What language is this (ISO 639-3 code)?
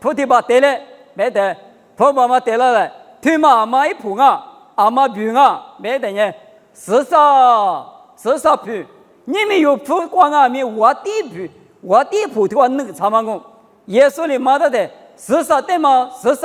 lis